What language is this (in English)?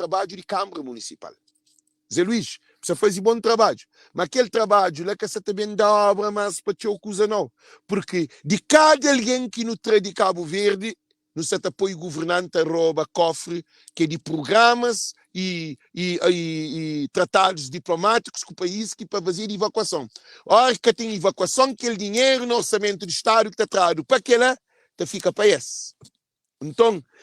Kabuverdianu